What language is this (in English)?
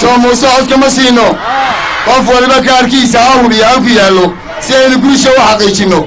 Somali